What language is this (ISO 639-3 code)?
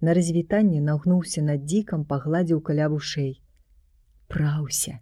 bel